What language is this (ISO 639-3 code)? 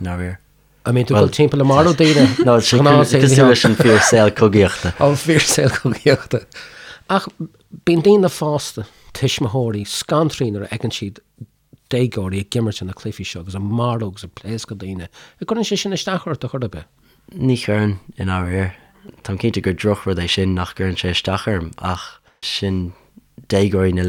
gle